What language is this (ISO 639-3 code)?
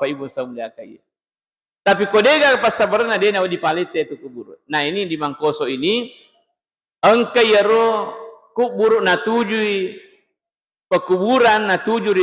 bug